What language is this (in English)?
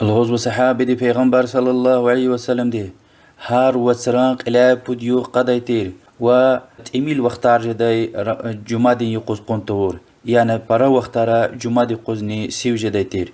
Lezghian